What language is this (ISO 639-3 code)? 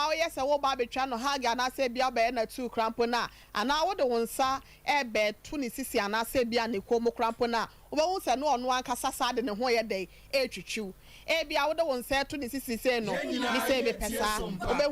aka